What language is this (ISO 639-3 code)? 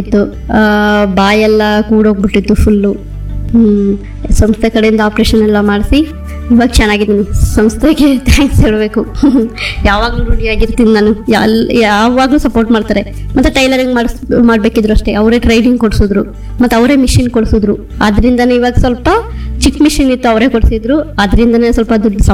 kan